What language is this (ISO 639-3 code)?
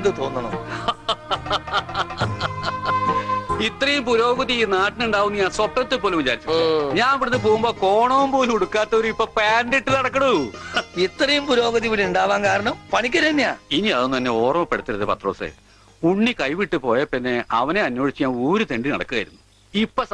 mal